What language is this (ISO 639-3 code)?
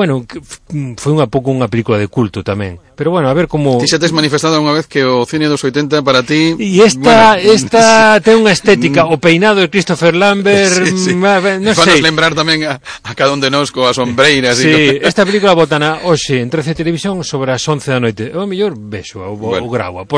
glg